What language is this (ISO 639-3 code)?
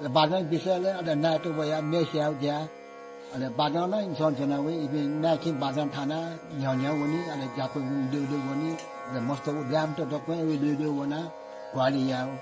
new